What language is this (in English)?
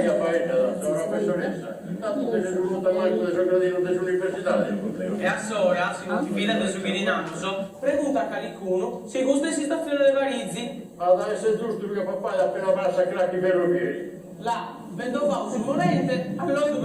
Sardinian